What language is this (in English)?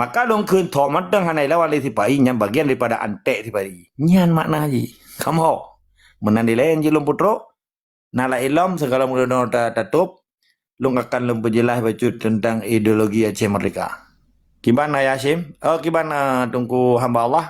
Achinese